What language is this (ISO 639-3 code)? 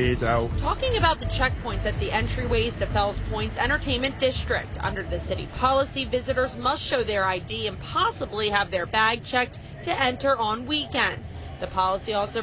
eng